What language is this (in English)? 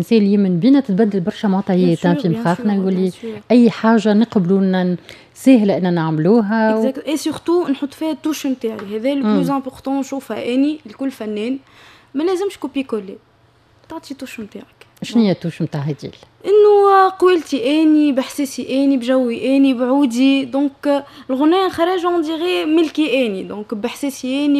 Tunisian Arabic